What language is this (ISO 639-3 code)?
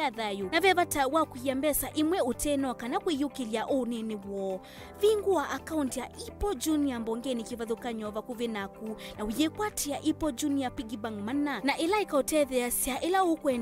kam